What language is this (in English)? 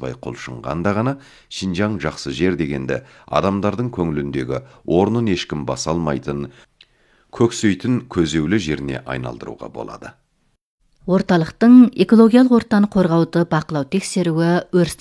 Kazakh